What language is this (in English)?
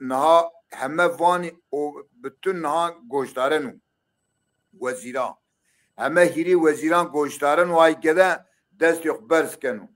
Zaza